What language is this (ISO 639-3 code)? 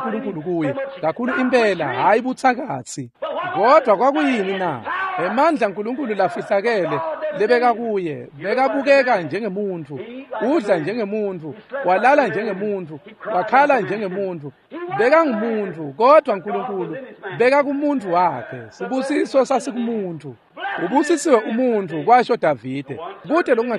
ssw